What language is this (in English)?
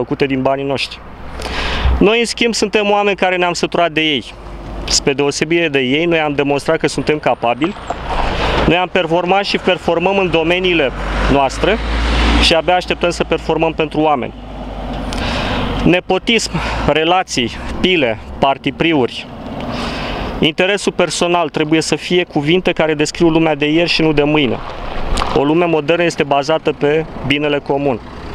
Romanian